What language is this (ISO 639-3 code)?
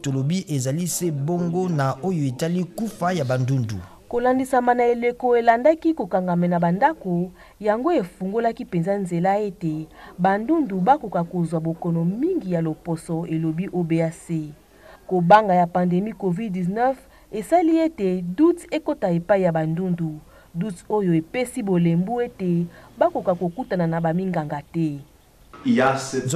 lin